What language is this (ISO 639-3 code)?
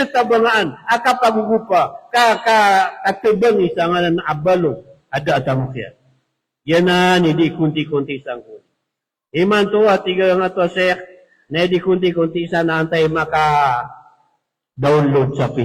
mrw